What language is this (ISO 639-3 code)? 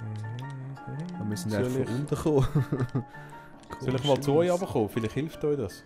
gsw